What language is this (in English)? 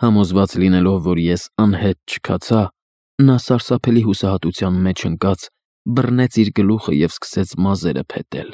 Armenian